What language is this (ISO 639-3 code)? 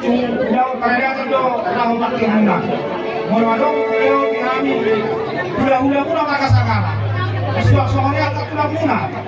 bbc